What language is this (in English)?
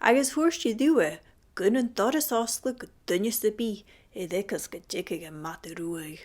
Scottish Gaelic